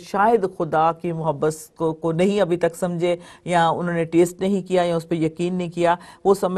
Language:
Urdu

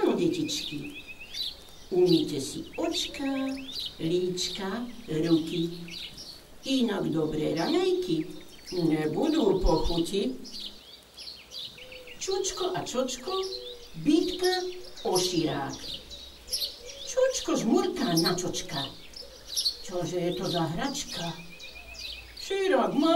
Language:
Slovak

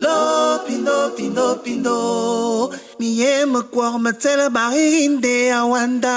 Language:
Basaa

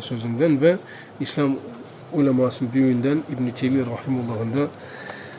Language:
Turkish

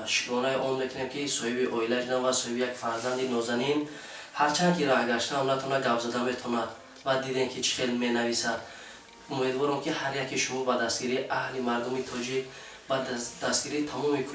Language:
Tajik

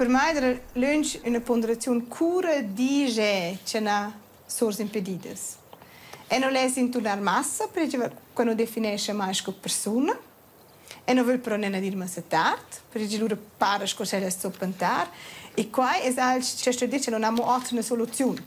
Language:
Romansh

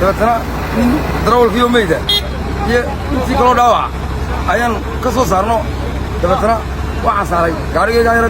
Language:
Somali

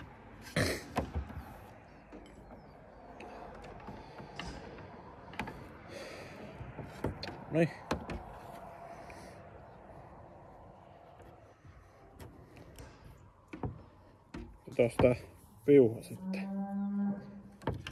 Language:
Finnish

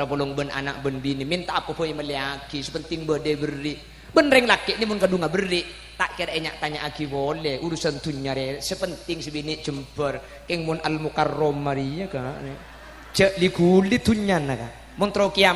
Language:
Madurese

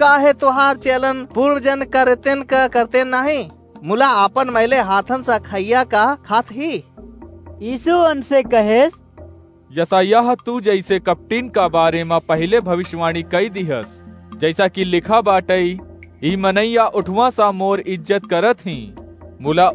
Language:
Awadhi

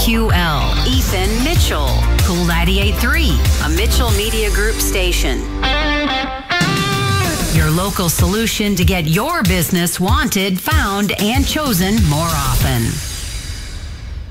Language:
English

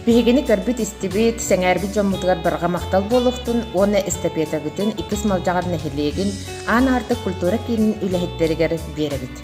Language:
Yakut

